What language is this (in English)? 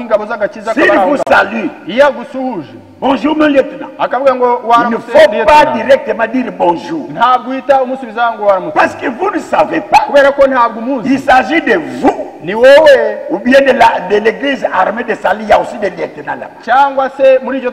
Kinyarwanda